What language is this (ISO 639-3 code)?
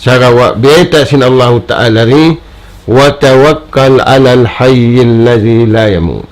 tsg